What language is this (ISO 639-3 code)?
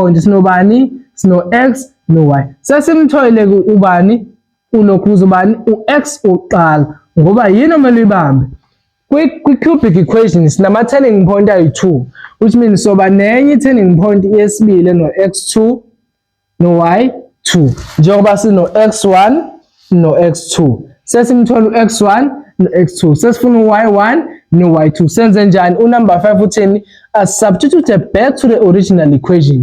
zul